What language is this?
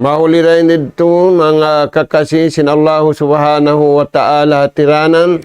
Tausug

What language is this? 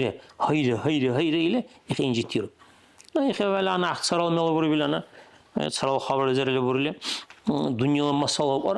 Dargwa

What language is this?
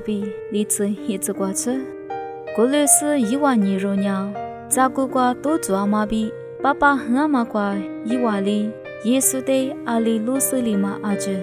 Lisu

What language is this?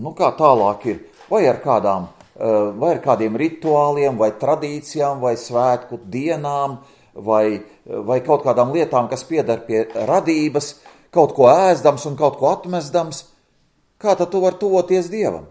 Latvian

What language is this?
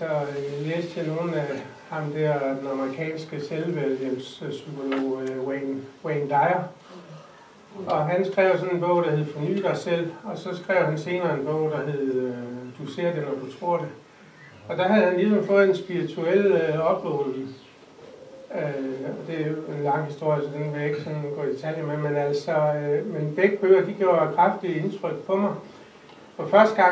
Danish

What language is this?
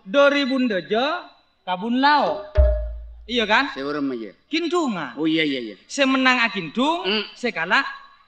Madurese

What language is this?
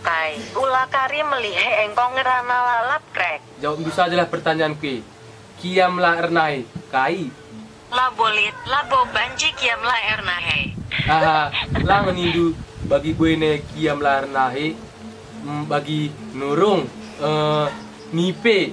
Batak Karo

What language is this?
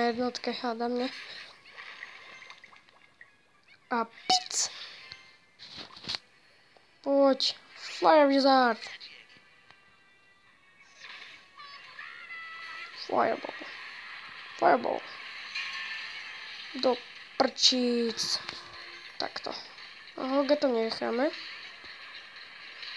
Slovak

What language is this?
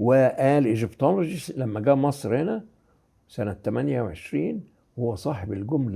Egyptian Arabic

